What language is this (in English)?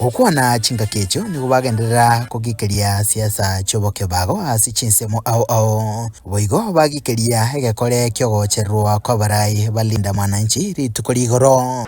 Gusii